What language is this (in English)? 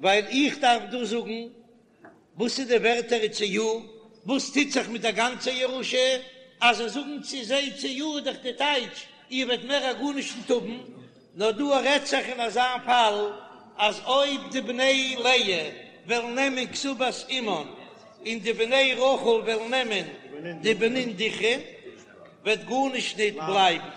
Yiddish